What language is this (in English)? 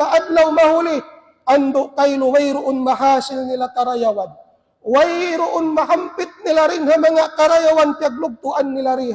Tausug